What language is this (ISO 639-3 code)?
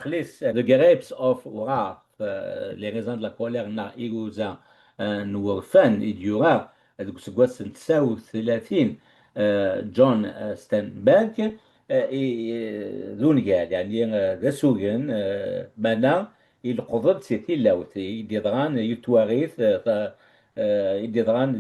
kab